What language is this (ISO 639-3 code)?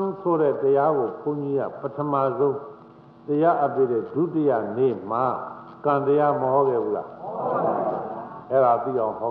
mya